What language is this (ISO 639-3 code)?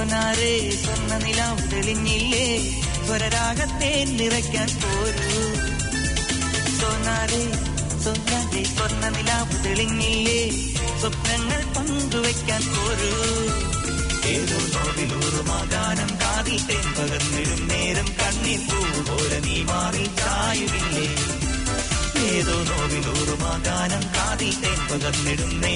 mal